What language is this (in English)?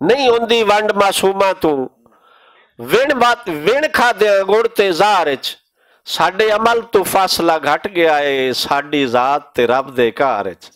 Western Panjabi